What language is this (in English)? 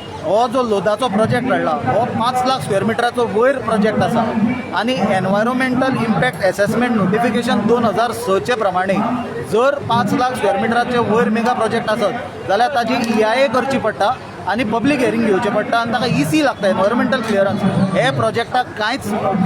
Konkani